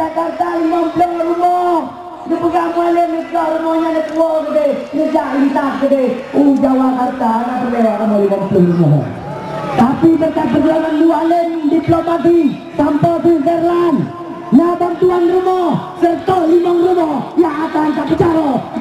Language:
Achinese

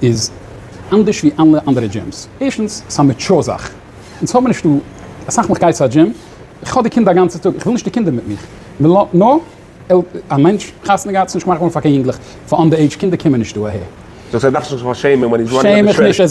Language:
Yiddish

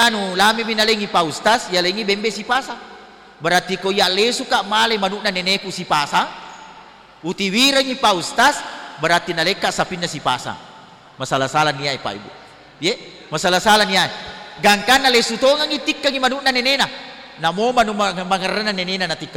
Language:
Buginese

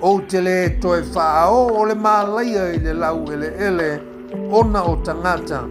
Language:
Samoan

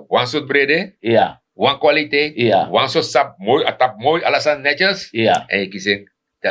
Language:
Sranan Tongo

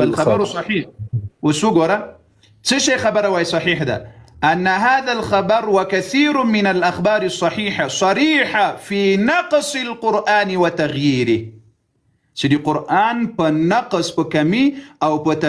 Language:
Pashto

